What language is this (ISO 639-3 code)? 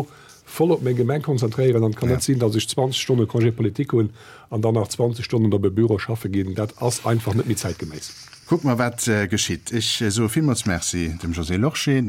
ltz